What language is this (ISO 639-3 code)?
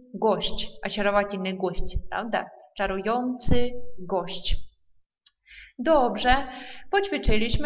pol